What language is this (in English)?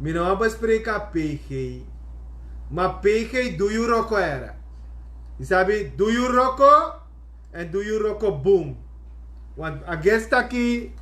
Sranan Tongo